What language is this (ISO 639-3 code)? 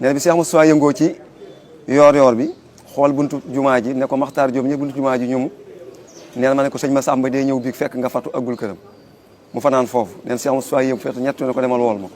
wol